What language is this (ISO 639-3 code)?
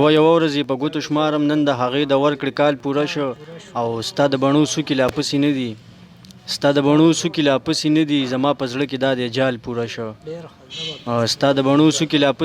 pus